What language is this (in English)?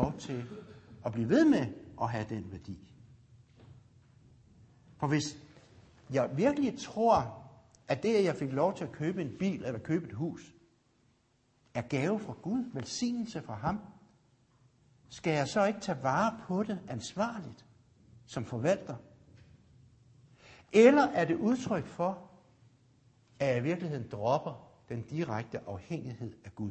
Danish